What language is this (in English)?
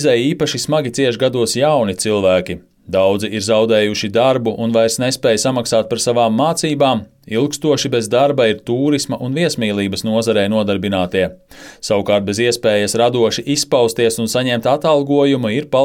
Latvian